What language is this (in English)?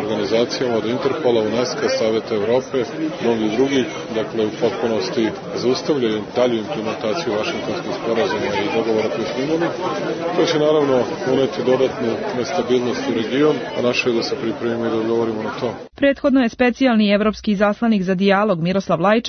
Serbian